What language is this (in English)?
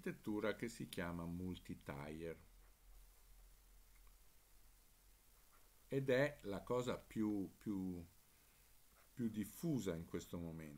Italian